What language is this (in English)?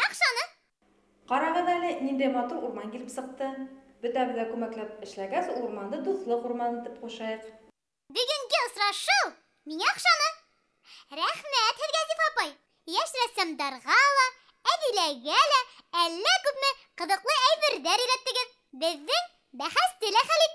Bashkir